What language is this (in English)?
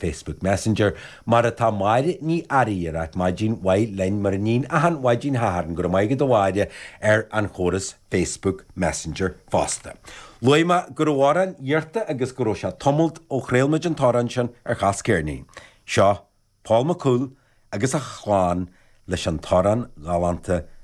Irish